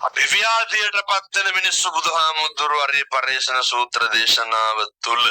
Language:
Sinhala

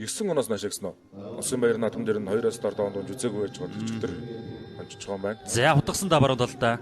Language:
Mongolian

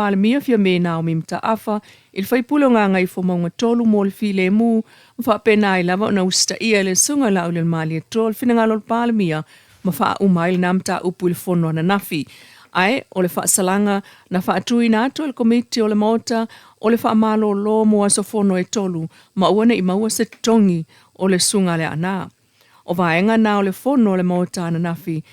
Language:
Samoan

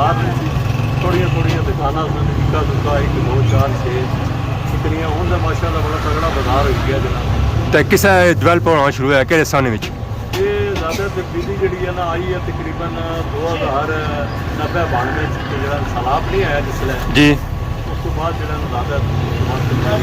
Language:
Pahari-Potwari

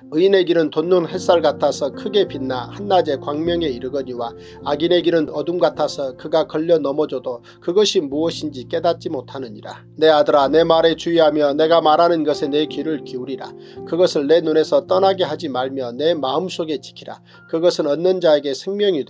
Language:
Korean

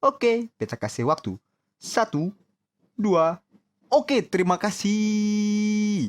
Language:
Ambonese Malay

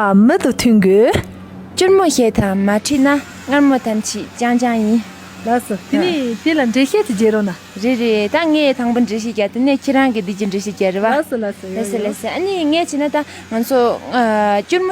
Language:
Tibetan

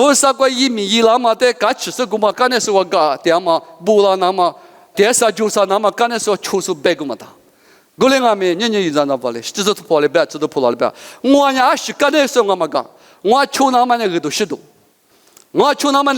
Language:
Lisu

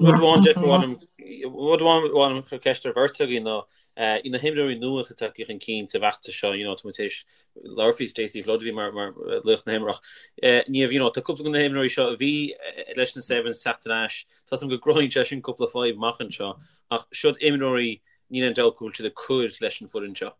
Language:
Irish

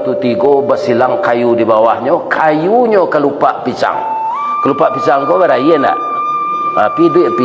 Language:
Minangkabau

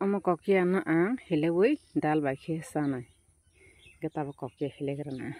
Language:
Kok Borok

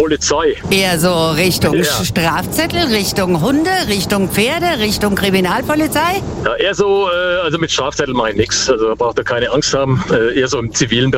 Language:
German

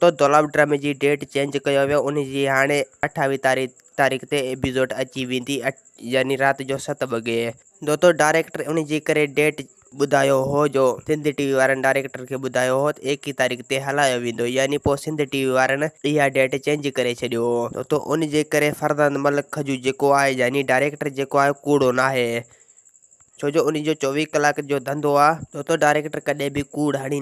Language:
Sindhi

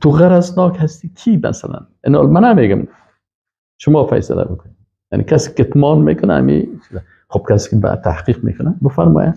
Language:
Persian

